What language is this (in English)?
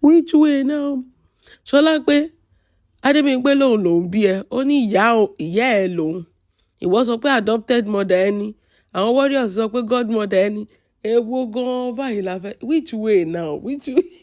Yoruba